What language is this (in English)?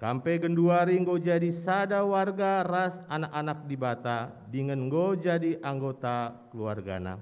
Batak Karo